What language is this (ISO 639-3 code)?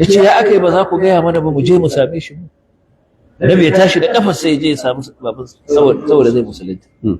hau